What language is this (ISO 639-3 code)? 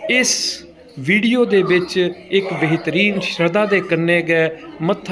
doi